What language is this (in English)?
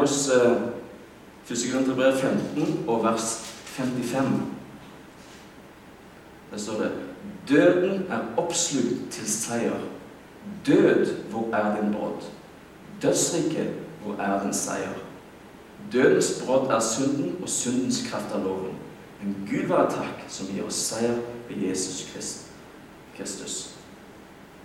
Norwegian